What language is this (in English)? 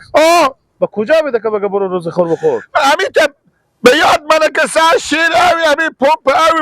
Persian